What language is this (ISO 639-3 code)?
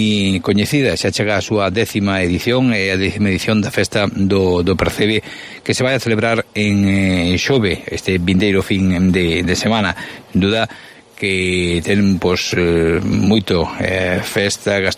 glg